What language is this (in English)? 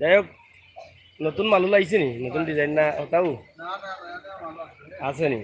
Sylheti